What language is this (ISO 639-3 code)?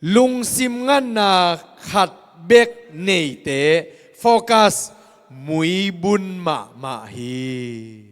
ctd